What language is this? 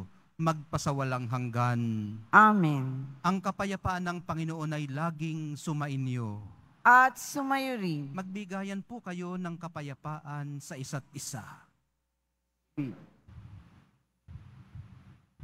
Filipino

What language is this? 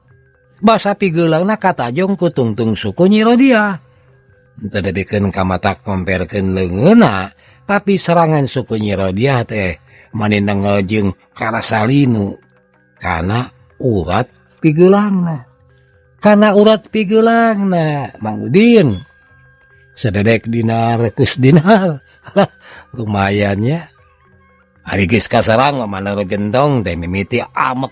Sundanese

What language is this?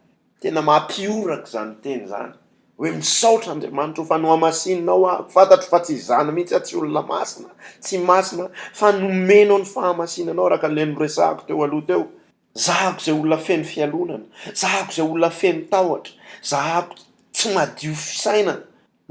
Malagasy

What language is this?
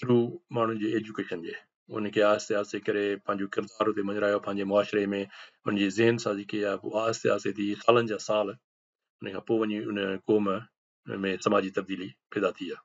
Sindhi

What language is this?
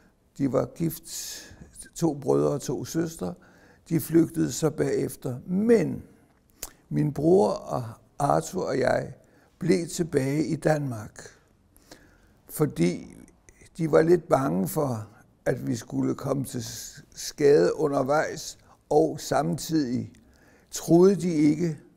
Danish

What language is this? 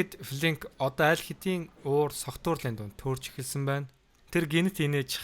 Mongolian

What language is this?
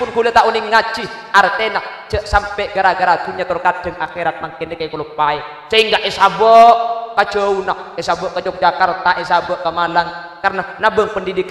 Madurese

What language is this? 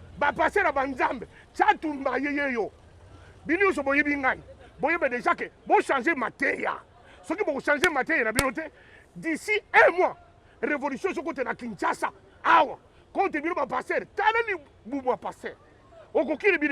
Lingala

